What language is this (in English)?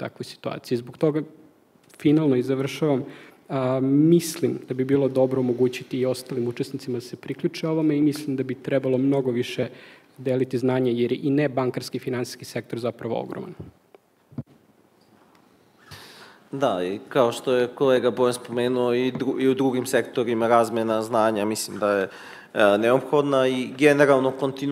Serbian